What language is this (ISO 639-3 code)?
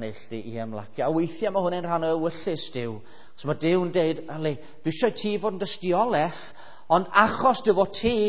cym